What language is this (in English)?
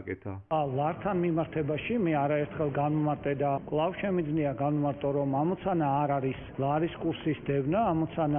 Georgian